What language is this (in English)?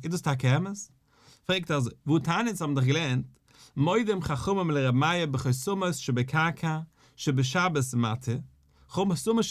Yiddish